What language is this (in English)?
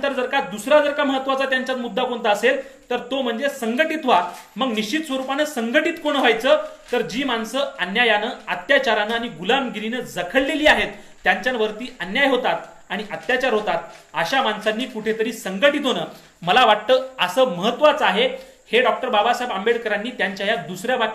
Marathi